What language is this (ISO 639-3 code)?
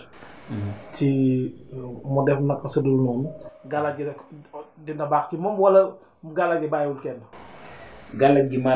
wol